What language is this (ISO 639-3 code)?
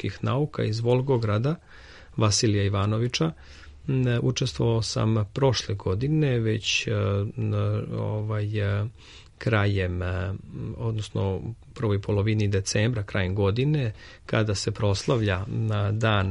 srp